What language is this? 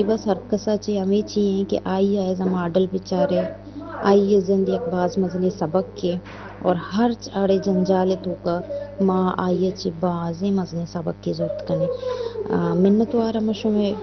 Eastern Balochi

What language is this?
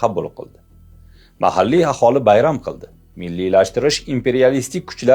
Uzbek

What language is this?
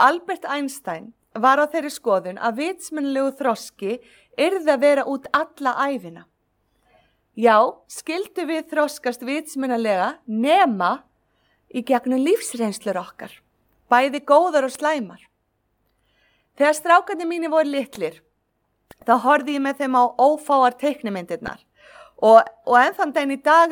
Icelandic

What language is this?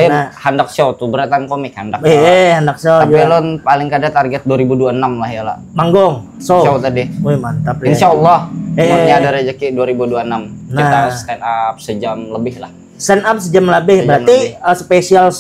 Banjar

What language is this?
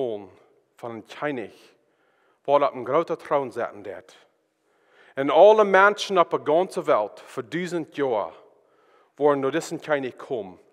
Plautdietsch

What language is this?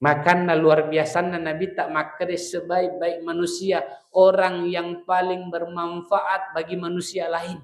Buginese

